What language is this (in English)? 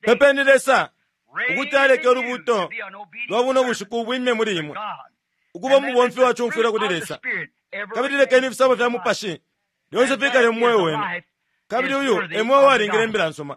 Bemba